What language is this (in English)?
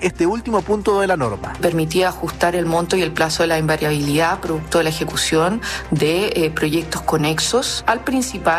Spanish